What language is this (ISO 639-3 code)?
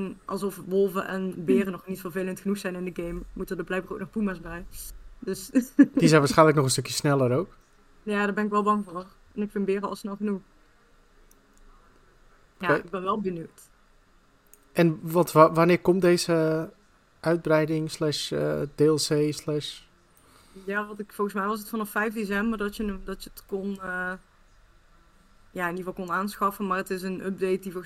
nld